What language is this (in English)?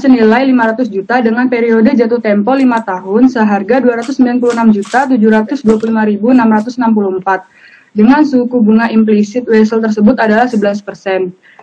Indonesian